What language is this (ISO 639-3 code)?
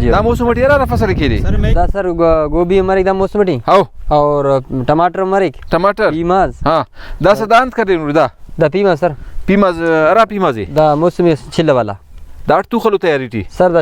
brh